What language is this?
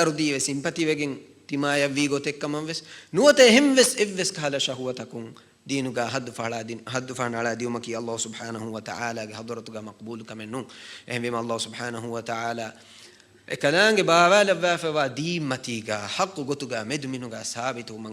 Divehi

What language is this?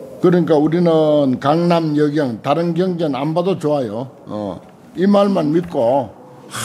Korean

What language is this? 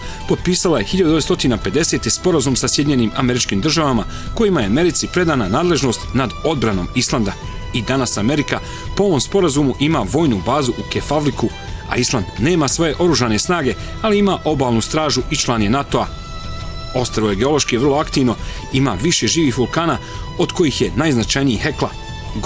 Bosnian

